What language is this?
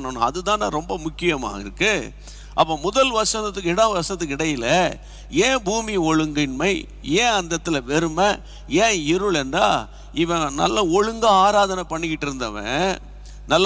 Tamil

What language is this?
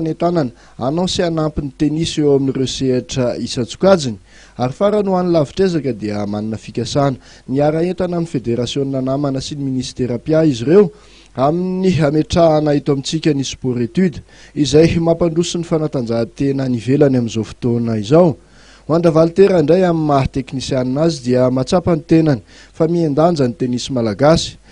Malagasy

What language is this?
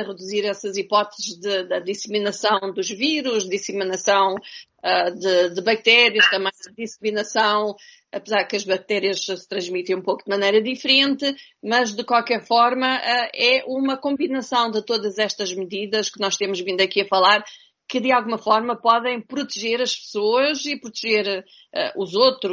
Portuguese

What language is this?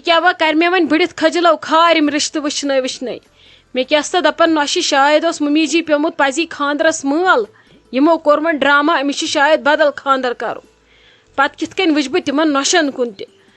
Kashmiri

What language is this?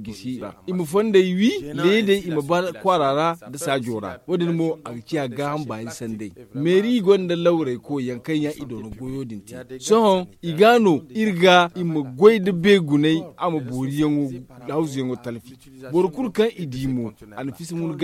Zarma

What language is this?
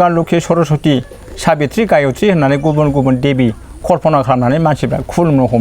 Bodo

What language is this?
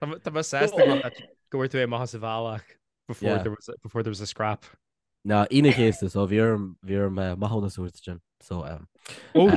Irish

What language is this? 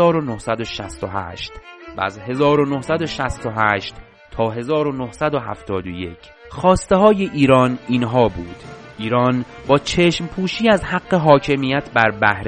Persian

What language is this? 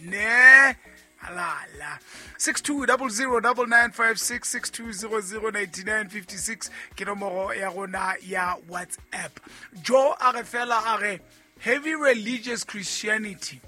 Southern Sotho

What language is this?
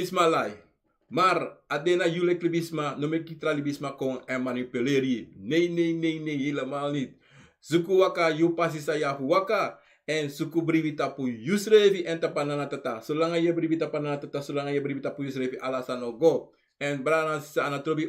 Sranan Tongo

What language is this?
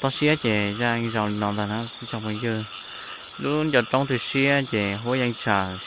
Hmong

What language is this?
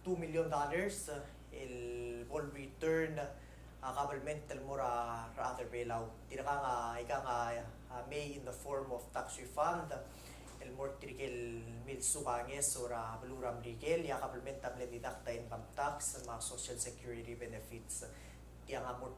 Palauan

